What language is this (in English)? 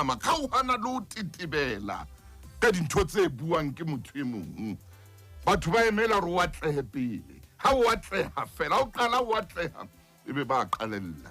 Southern Sotho